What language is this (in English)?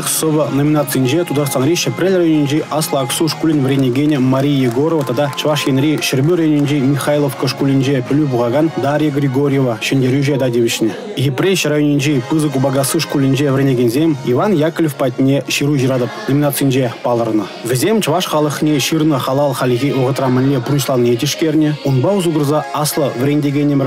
Chuvash